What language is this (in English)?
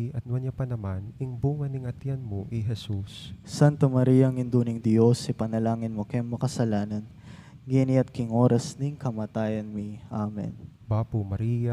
Pampanga